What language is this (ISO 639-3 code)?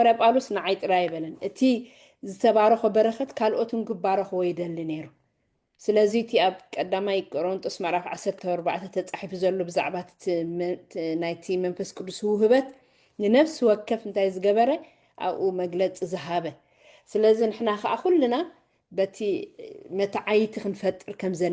tir